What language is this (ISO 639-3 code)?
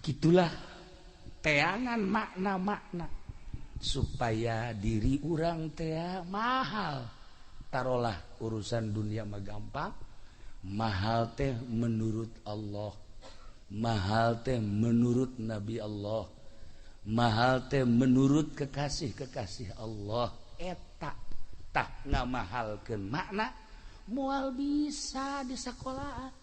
sun